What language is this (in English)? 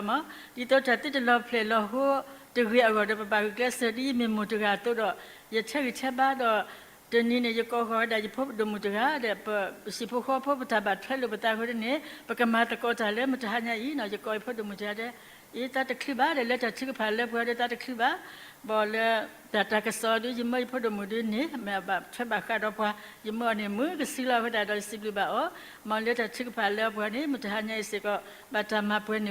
S'gaw Karen